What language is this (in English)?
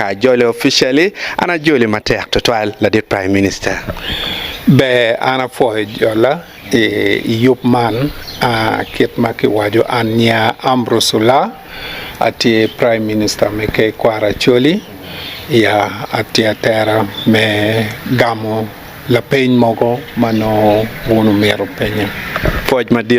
Acoli